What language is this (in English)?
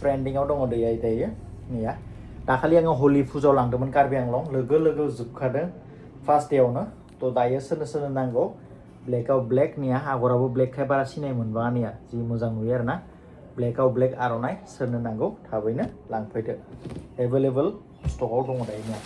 Bodo